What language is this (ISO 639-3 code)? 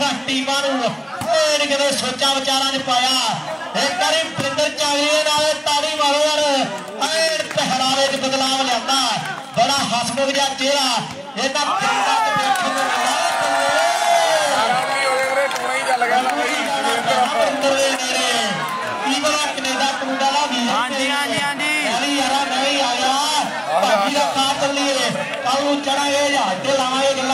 pan